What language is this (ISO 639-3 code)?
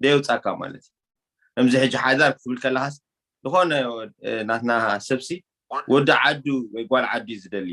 tir